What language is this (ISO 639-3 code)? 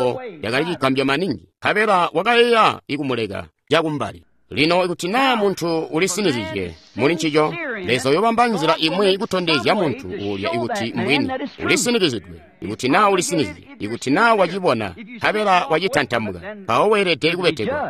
toi